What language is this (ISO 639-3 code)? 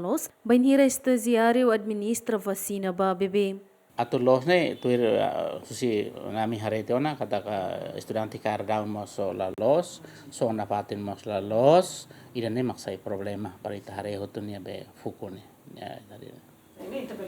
tet